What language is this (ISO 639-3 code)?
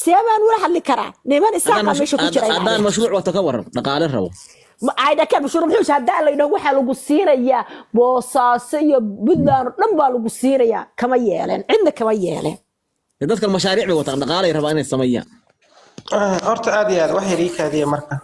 som